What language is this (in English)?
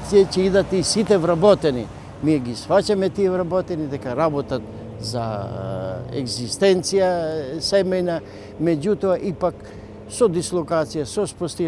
Macedonian